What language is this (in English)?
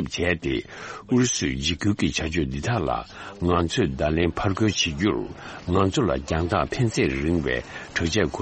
Tibetan